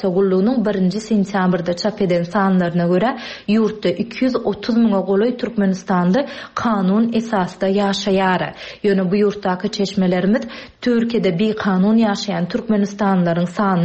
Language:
Turkmen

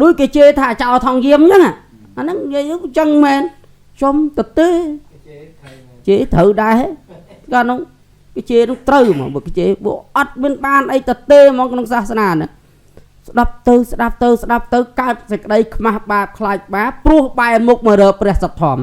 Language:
Khmer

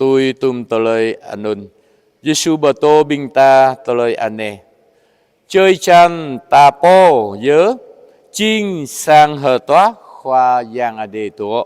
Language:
Jarai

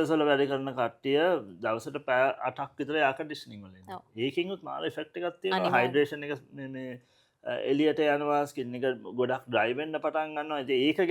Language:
Sinhala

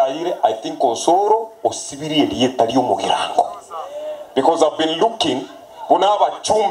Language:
Gusii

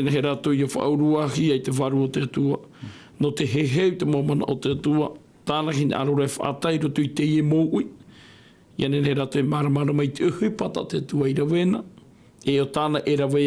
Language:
Tahitian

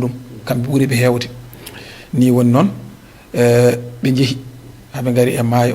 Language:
Fula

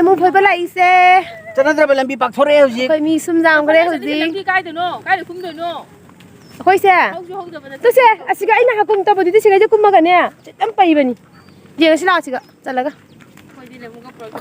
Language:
Manipuri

